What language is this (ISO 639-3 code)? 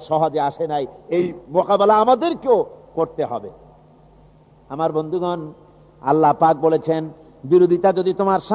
ben